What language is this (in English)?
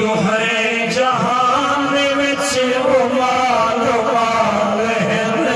Saraiki